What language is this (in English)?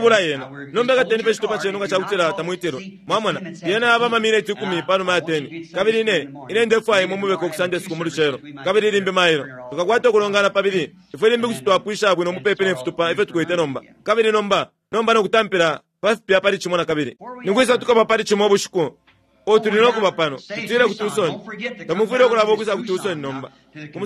Bemba